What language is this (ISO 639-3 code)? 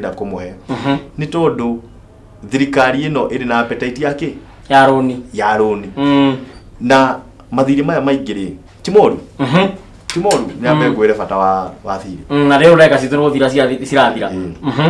kik